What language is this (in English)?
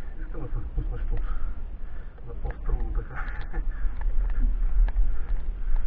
Bulgarian